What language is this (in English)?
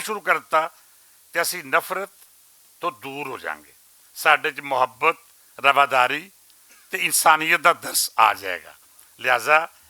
Western Panjabi